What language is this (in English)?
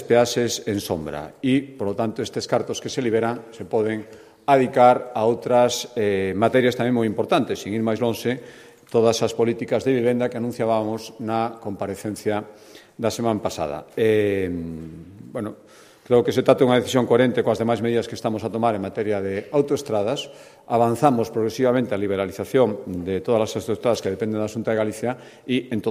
Galician